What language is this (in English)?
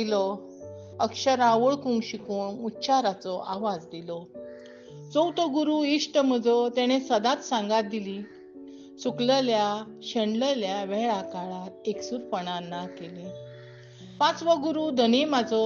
Konkani